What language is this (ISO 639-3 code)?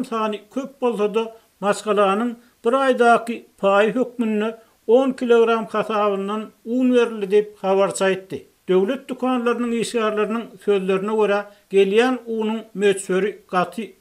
tuk